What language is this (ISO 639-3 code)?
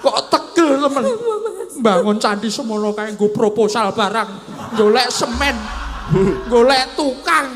jav